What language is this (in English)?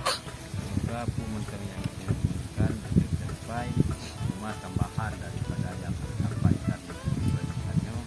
Achinese